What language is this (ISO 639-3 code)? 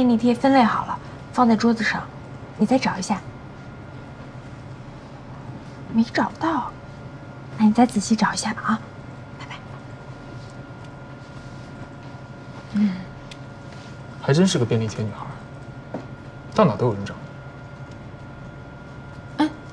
zho